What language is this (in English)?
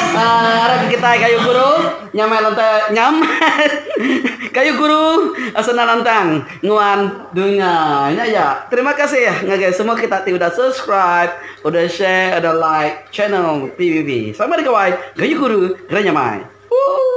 Iban